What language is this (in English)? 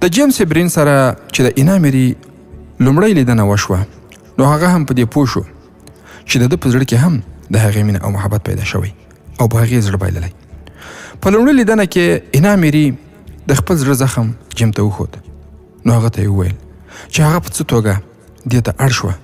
Pashto